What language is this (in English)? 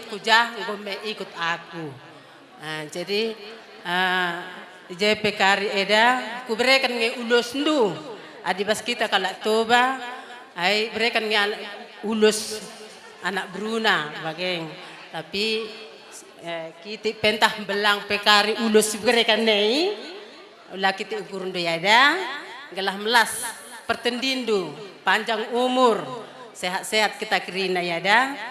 Batak Karo